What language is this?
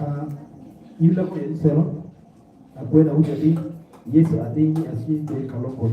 Kakwa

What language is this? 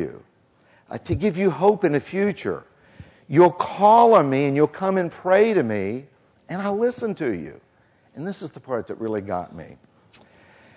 English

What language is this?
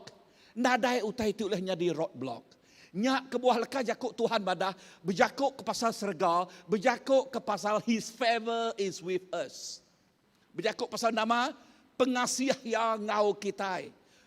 Iban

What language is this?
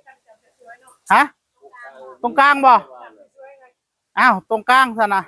Northeastern Thai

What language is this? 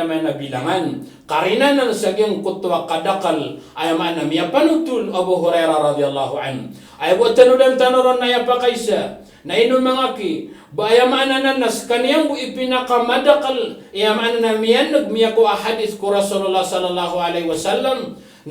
Maranao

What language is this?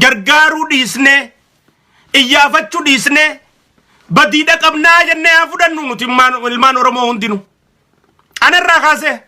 Oromo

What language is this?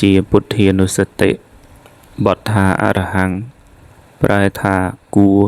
Khmer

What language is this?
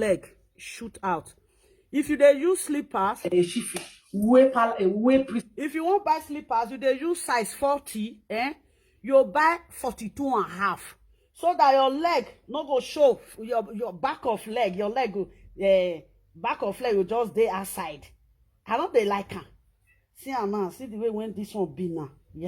Nigerian Pidgin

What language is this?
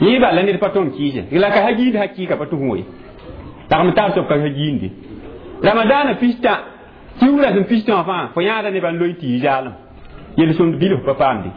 Mossi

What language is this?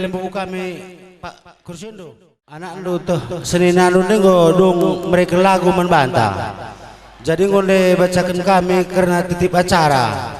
Batak Karo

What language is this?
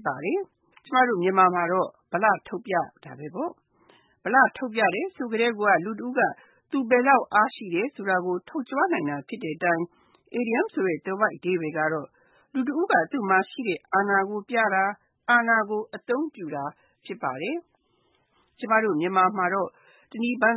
Burmese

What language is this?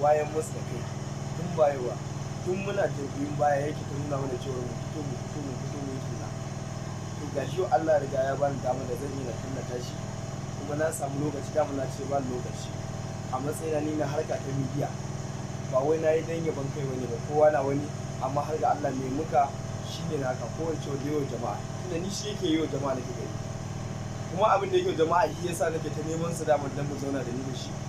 Hausa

